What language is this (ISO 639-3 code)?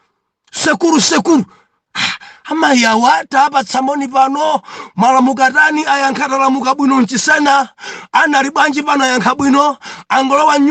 nya